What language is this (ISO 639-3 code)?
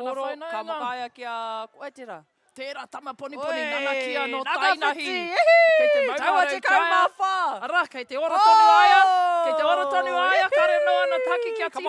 mri